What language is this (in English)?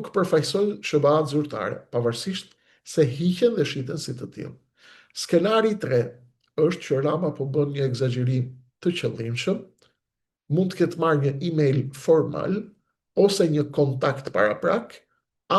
Albanian